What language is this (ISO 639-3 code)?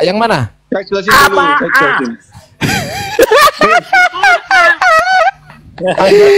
ind